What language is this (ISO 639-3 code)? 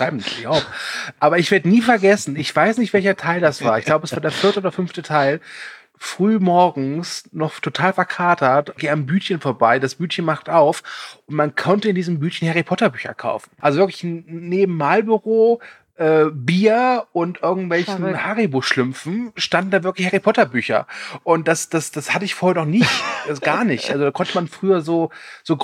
deu